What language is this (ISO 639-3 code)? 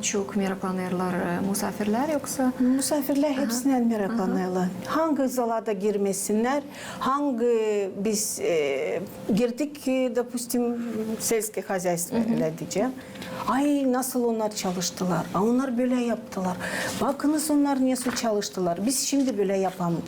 gag